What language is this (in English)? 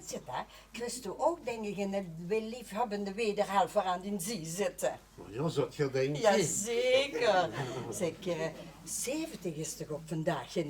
Limburgish